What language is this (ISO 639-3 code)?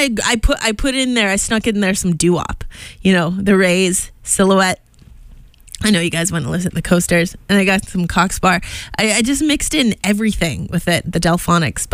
eng